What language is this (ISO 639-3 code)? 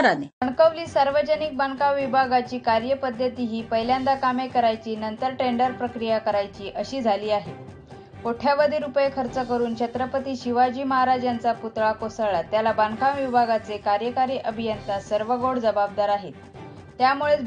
mar